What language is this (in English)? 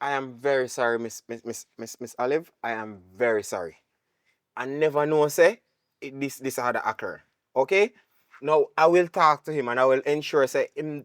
Jamaican Creole English